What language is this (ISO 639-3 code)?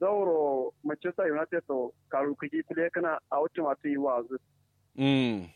kau